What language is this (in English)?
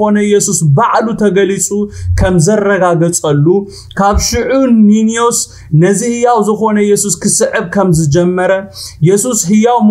Tigrinya